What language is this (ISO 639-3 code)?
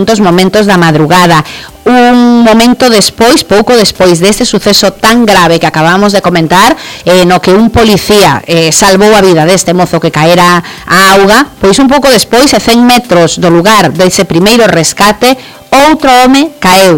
glg